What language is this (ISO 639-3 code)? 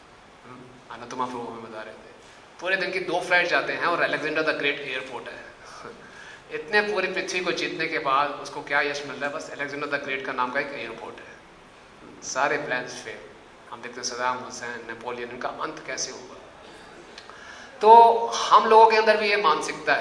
hin